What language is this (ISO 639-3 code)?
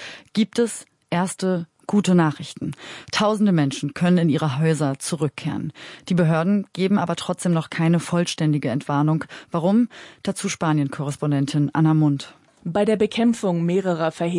deu